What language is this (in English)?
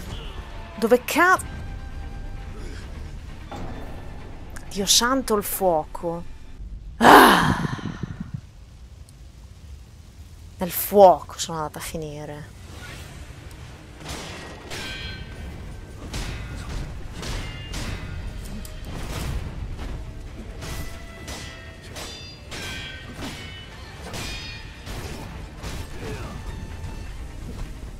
Italian